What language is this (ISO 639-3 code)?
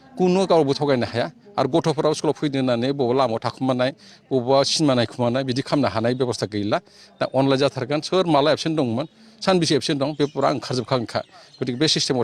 brx